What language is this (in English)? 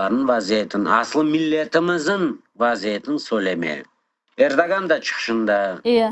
Crimean Tatar